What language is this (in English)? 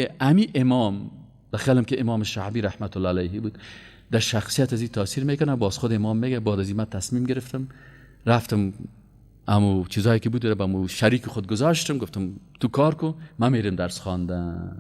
Persian